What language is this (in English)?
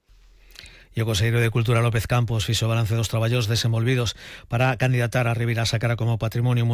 Galician